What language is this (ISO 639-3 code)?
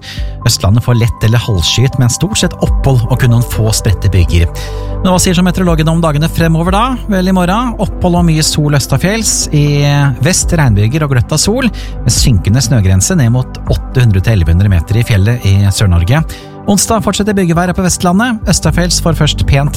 nor